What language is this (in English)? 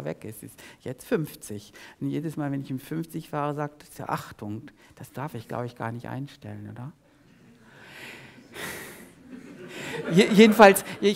German